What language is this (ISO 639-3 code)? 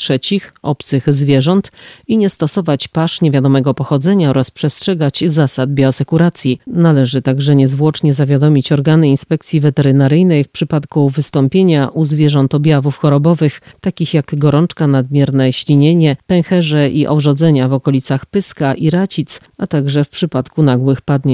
pol